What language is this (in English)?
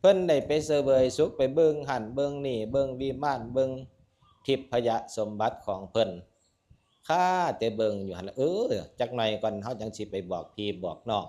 Northeastern Thai